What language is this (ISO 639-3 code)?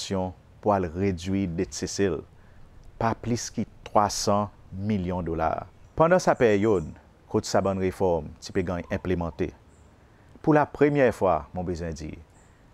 crs